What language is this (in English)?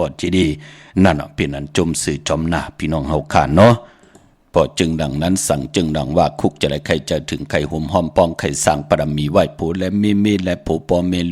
Shan